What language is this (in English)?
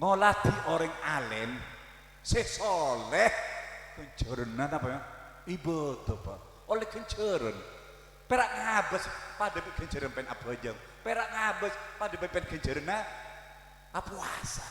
Madurese